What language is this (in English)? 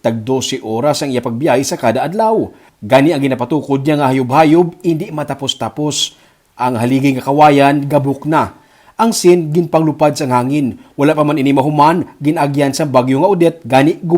Hiligaynon